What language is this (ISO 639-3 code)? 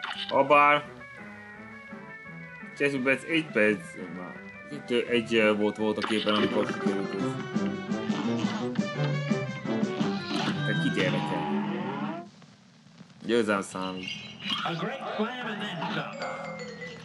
hun